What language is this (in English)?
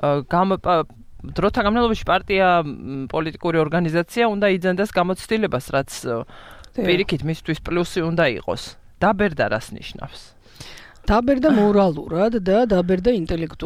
Georgian